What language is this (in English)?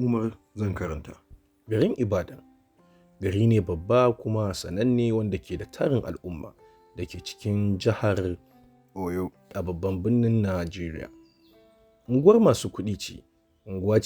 Hausa